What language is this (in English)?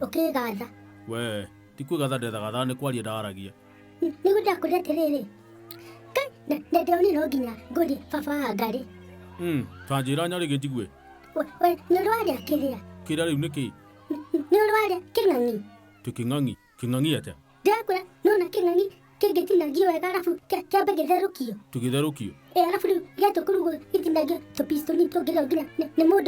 Kikuyu